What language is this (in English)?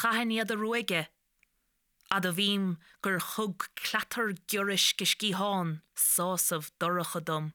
Irish